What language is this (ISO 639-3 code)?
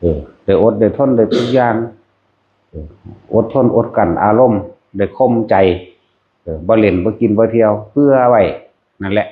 tts